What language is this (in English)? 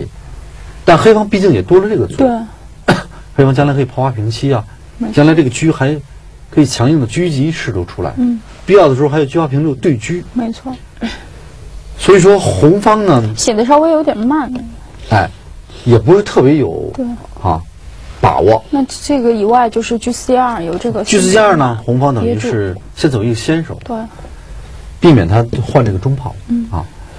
Chinese